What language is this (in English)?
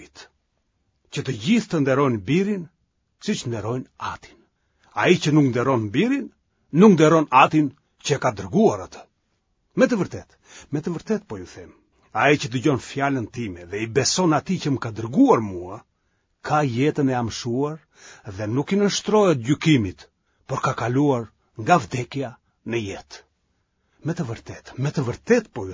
Albanian